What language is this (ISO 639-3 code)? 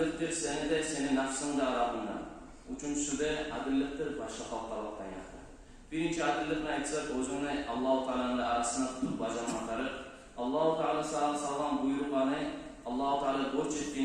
kum